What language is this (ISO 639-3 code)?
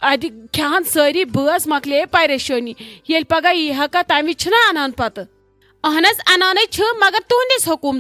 kas